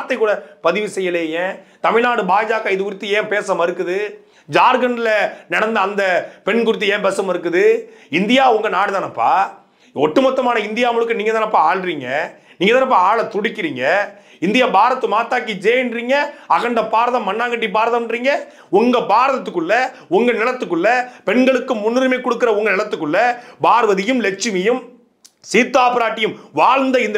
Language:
Tamil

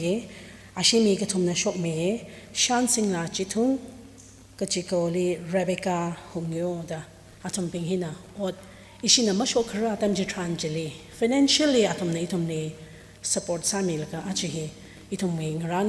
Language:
Tangkhul Naga (India)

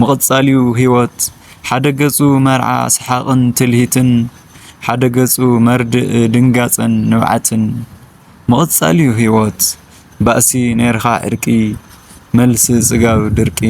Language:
Tigrinya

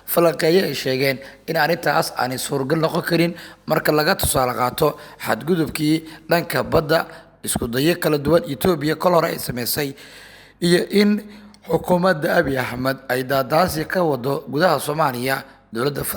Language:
Somali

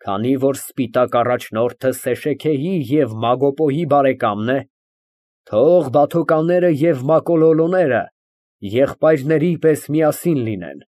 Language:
Armenian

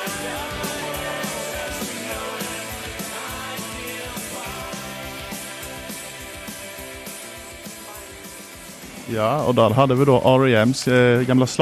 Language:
Swedish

